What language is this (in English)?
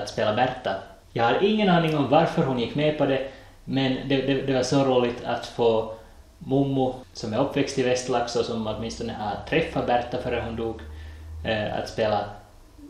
Swedish